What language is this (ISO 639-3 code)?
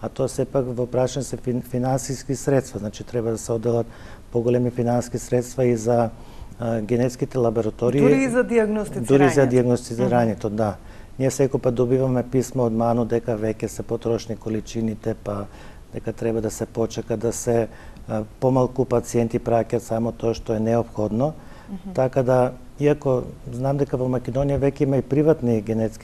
mkd